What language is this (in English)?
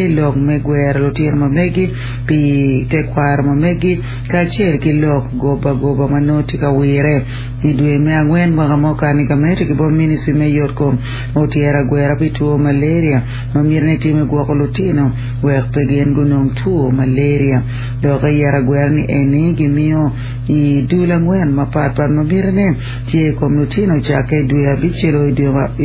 Acoli